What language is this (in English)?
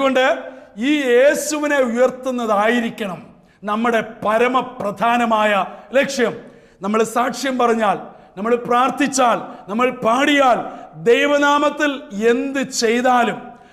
Malayalam